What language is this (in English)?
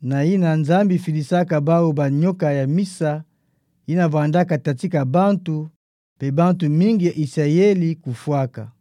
Kituba (Democratic Republic of Congo)